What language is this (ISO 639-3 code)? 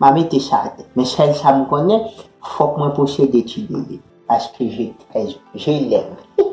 hat